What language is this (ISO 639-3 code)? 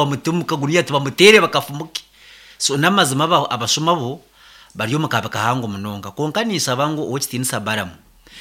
nyn